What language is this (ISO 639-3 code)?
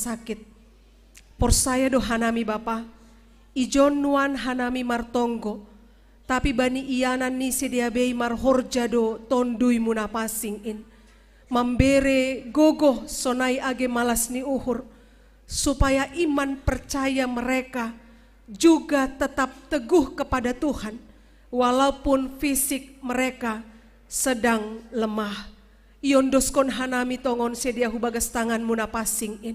bts